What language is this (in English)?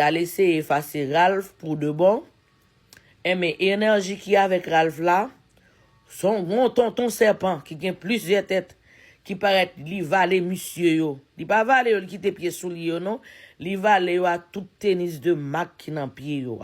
Haitian Creole